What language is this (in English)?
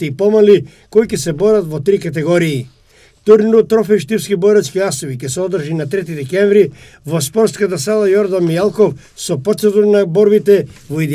Macedonian